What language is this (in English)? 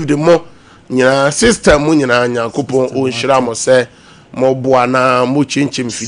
Akan